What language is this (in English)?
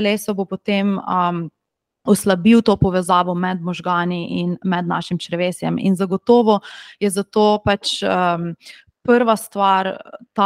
Slovenian